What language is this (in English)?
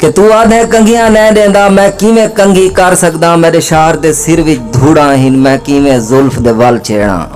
Saraiki